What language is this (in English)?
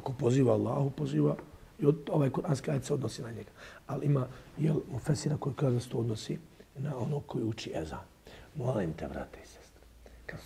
Bosnian